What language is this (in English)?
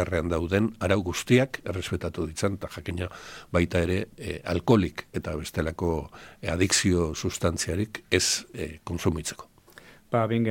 Basque